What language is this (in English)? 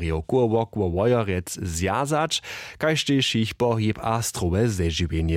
Upper Sorbian